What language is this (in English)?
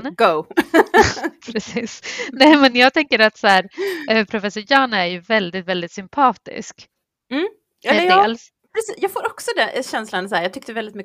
Swedish